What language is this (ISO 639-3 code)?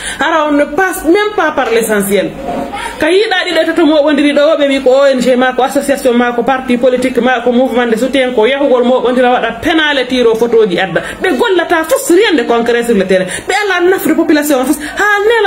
ful